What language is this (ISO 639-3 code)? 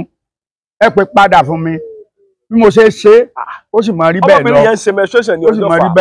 yor